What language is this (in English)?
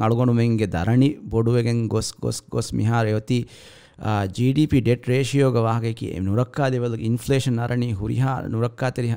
Divehi